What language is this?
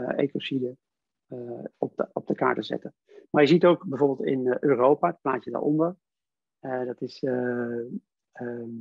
Dutch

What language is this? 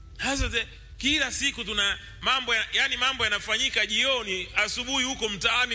Swahili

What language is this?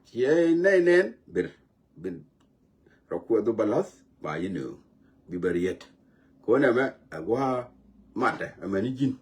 Nuer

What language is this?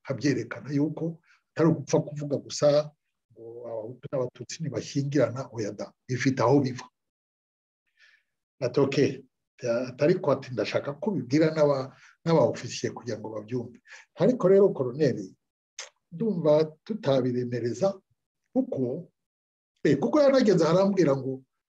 Kinyarwanda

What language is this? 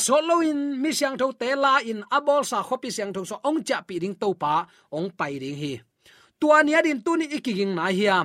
Tedim Chin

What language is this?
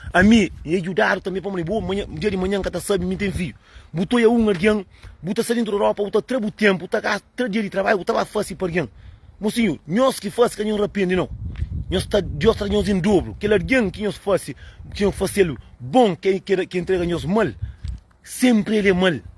Kabuverdianu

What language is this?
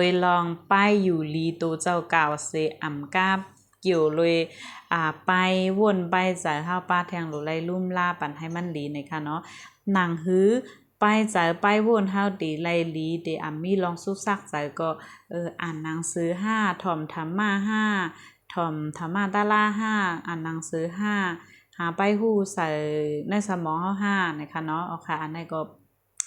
Shan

